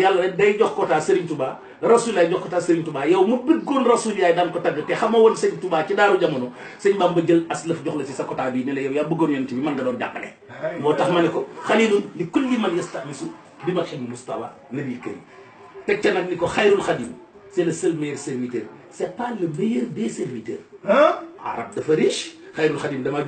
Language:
Wolof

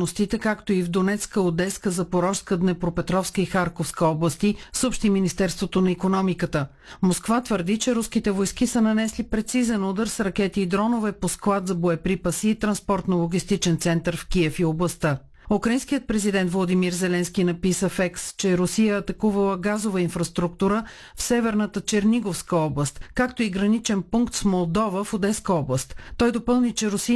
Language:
Bulgarian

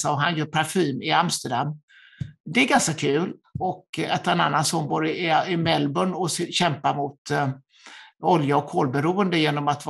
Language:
Swedish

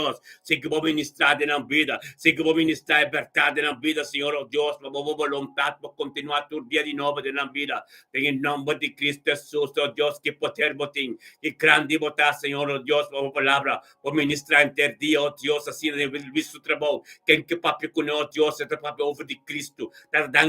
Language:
Papiamento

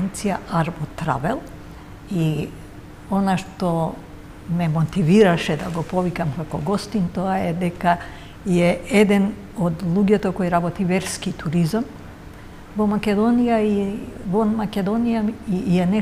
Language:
Macedonian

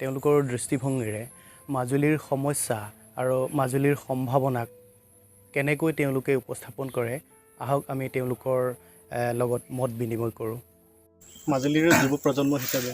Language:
Assamese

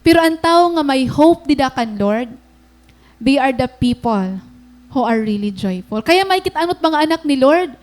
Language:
Waray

